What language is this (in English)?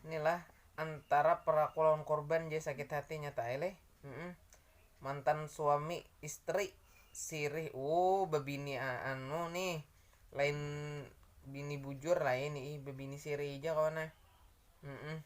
Banjar